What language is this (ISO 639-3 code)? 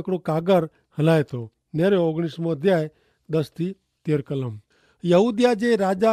kfr